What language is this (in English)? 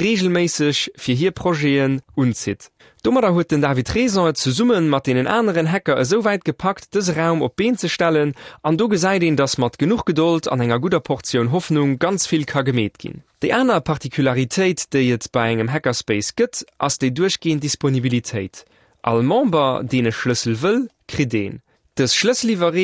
Luxembourgish